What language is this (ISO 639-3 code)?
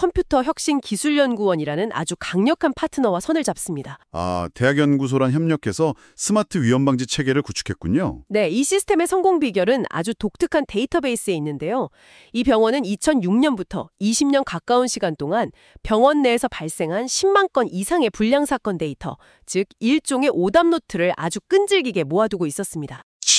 kor